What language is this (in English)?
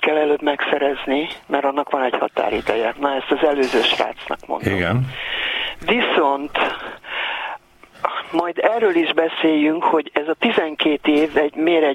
Hungarian